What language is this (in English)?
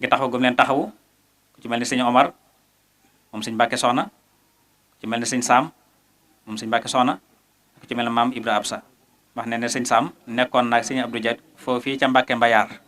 Wolof